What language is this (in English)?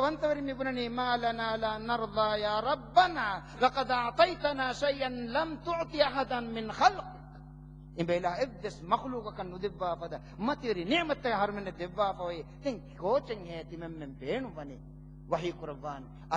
Divehi